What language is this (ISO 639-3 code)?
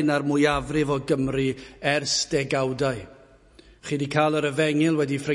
cym